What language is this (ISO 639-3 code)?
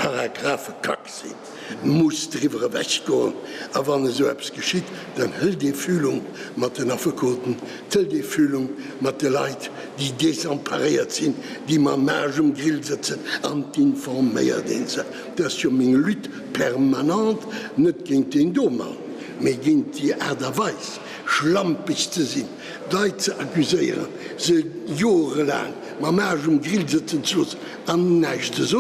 ltz